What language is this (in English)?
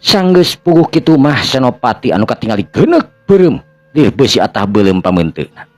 Sundanese